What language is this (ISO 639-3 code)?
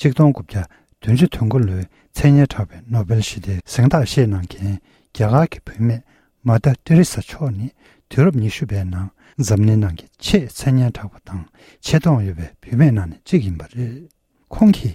bod